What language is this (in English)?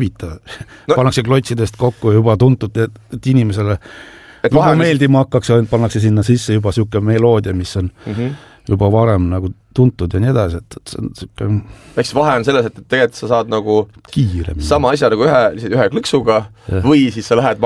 Estonian